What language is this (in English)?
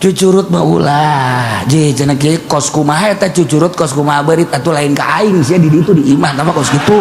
Sundanese